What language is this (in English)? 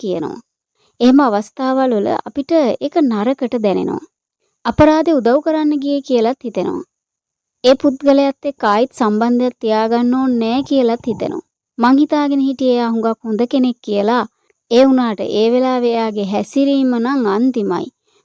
Sinhala